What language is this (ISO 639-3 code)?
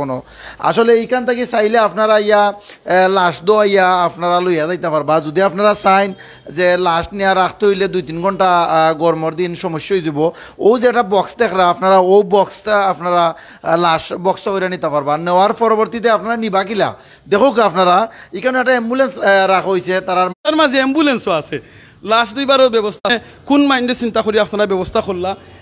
syl